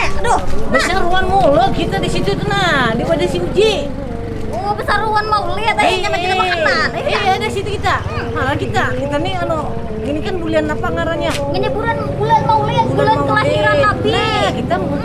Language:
Banjar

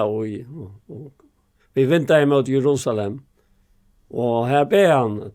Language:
Faroese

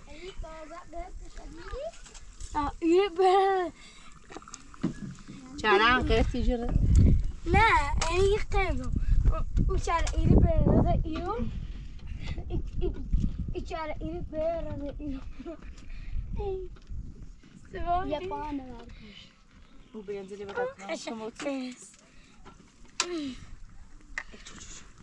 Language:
Persian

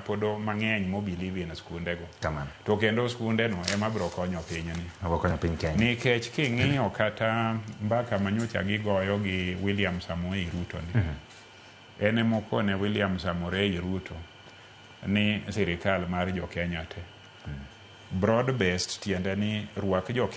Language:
Luo (Kenya and Tanzania)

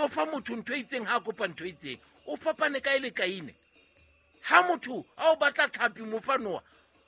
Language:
Southern Sotho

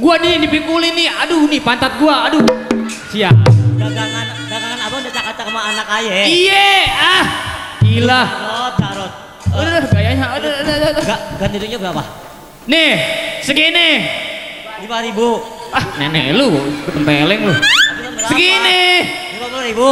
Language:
Betawi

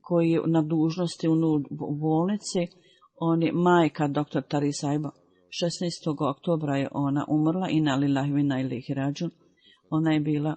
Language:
Bosnian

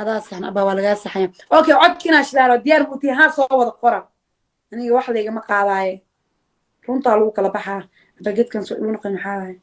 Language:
Somali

